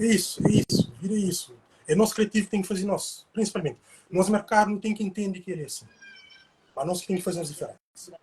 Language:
Kabuverdianu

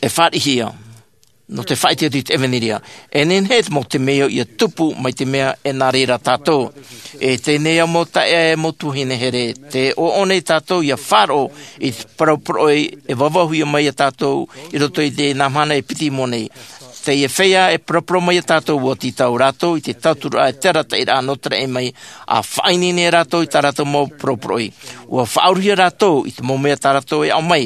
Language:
Tahitian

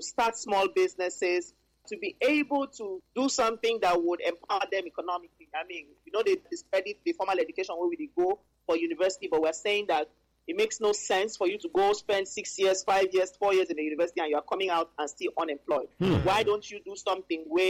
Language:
Nigerian Pidgin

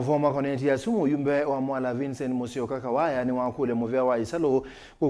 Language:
Kamba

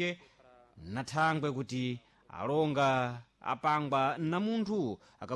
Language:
Sena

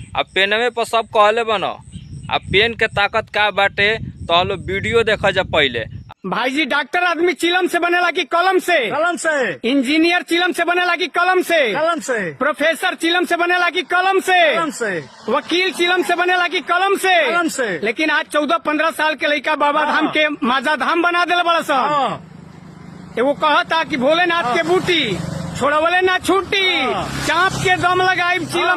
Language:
Bhojpuri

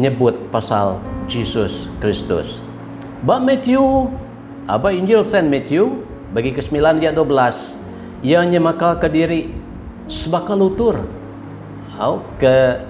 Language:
Iban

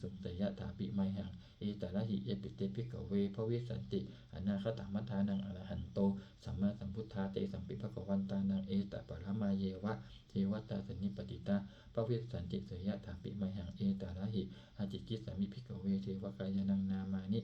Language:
Pali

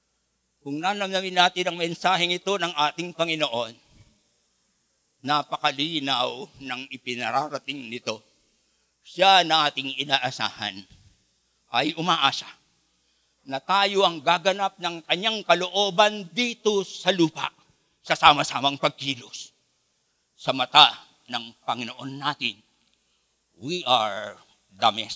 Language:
Filipino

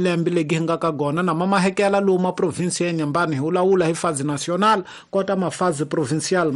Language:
Tsonga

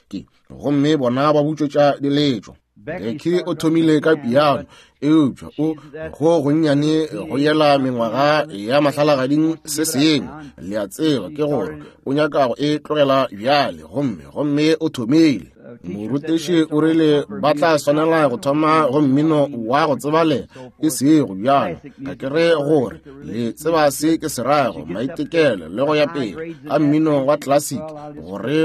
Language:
Northern Sotho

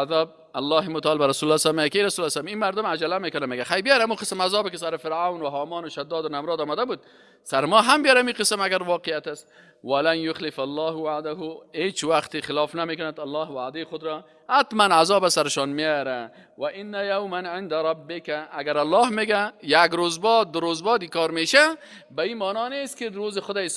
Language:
Persian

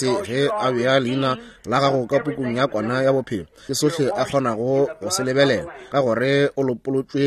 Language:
Northern Sotho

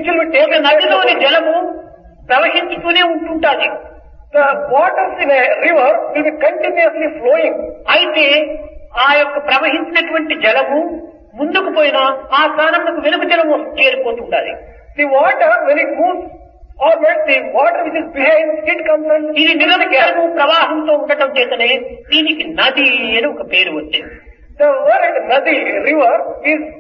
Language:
Telugu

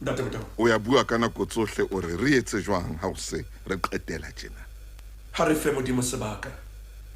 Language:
Southern Sotho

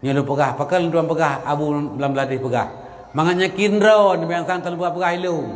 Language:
Achinese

